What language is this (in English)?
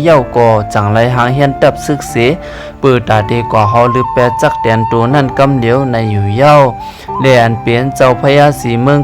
Shan